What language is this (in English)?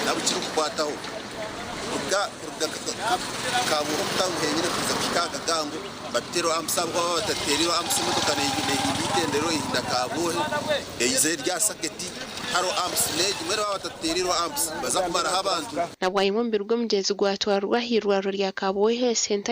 Nyankole